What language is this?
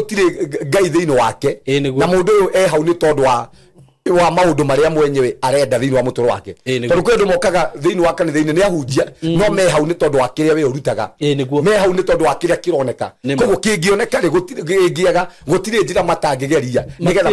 Kikuyu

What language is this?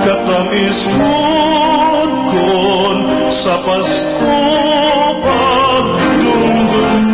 Waray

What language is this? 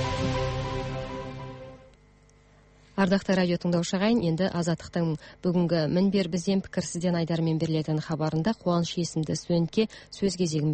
Kazakh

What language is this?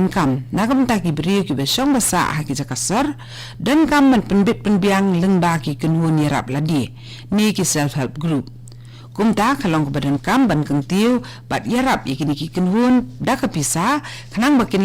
Khasi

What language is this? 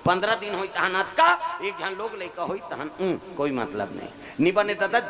Chhattisgarhi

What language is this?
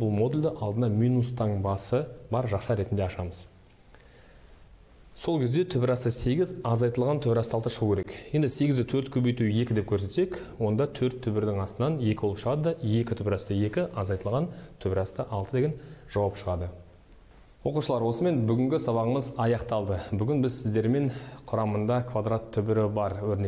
Kazakh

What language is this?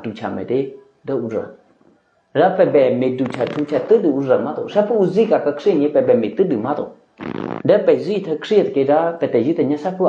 Eastern Kayah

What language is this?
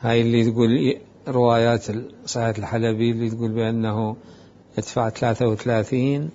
Mesopotamian Arabic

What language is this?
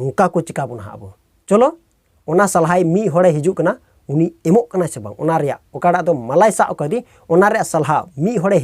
Santali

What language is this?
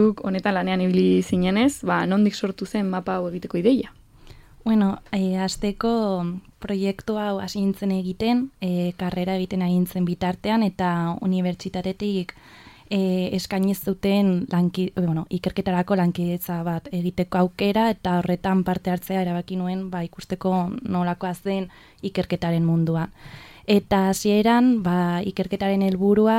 Basque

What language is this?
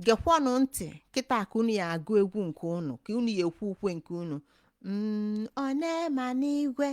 Igbo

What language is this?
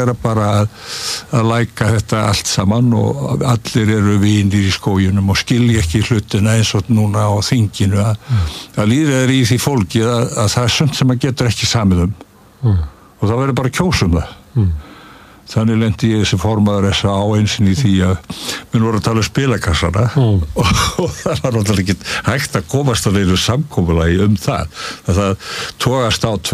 Icelandic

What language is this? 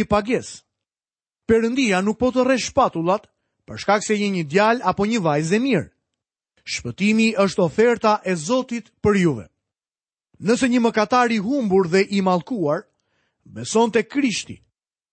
Albanian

